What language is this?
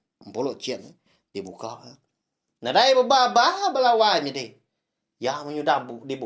Iban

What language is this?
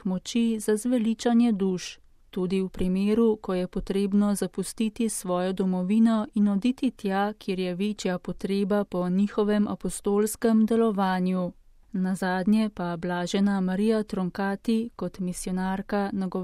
Slovenian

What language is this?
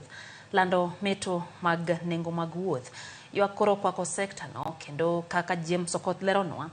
Luo (Kenya and Tanzania)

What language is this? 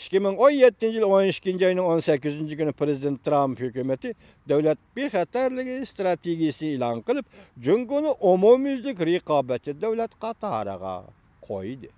Uyghur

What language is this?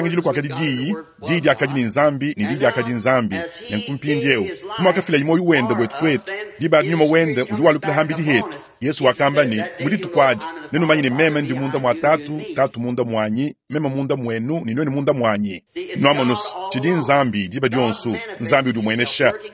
Luba-Lulua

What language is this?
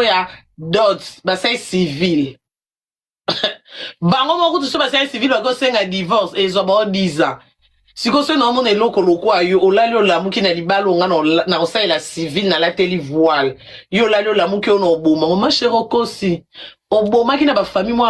Lingala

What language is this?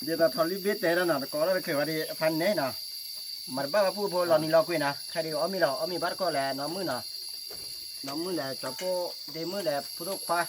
S'gaw Karen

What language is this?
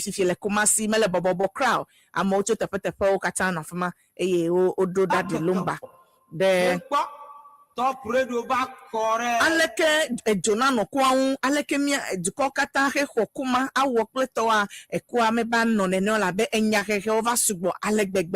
Ewe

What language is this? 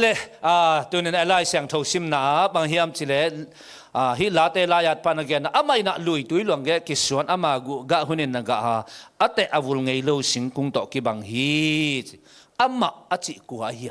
Tedim Chin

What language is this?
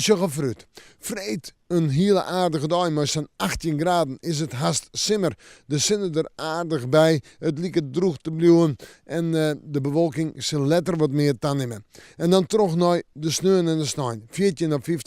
Western Frisian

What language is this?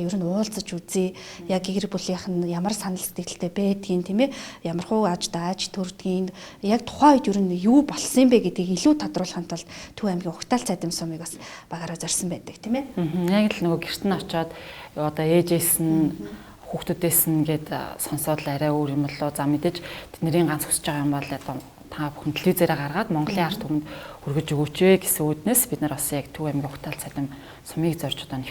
Mongolian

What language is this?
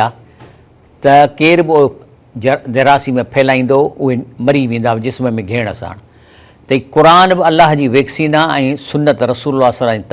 Sindhi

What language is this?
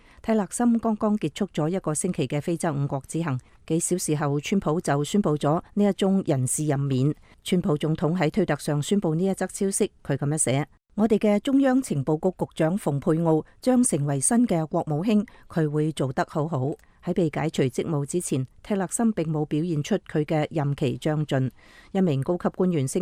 Cantonese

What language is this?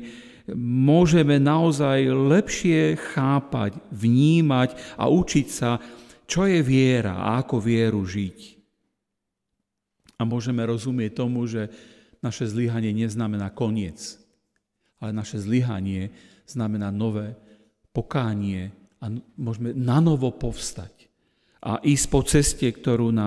Slovak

